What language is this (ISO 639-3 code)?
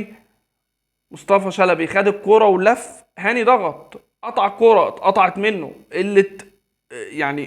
arz